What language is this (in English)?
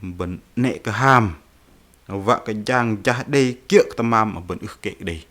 Bahnar